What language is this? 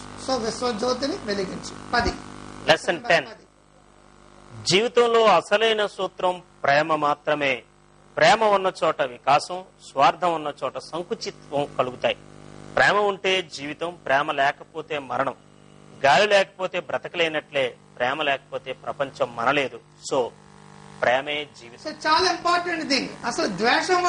Telugu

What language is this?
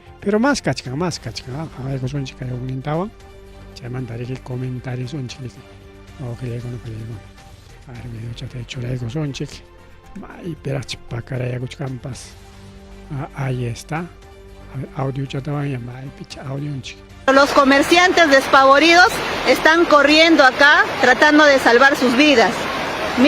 Ayacucho Quechua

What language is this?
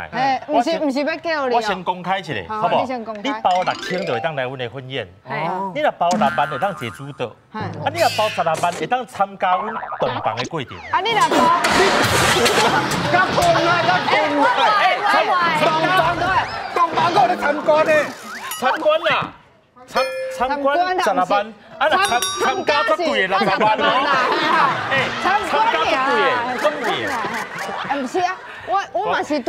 Min Nan Chinese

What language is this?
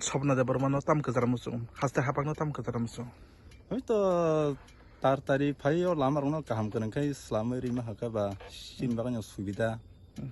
Kok Borok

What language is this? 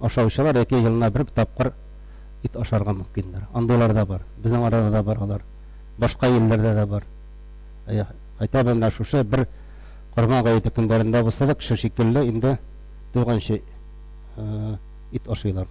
Tatar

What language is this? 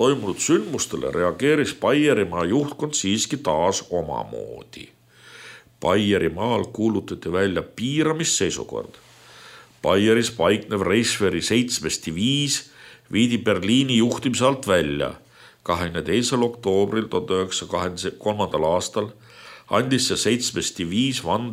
Estonian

